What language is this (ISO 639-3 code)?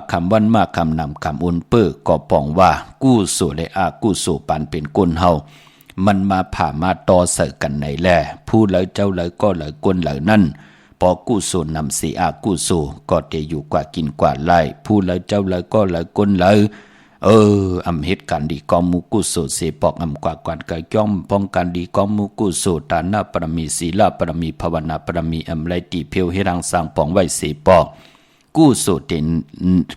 shn